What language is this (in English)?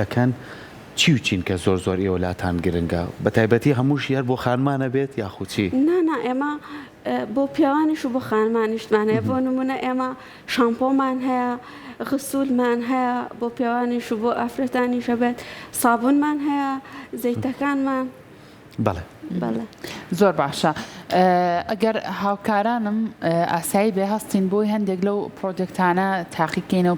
Central Kurdish